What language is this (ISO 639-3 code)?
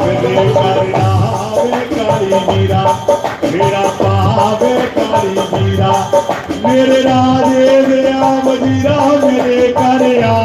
doi